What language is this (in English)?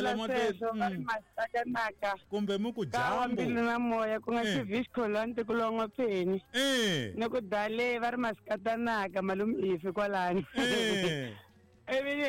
Tsonga